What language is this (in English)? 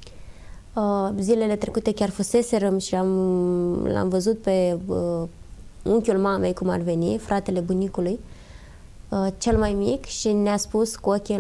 Romanian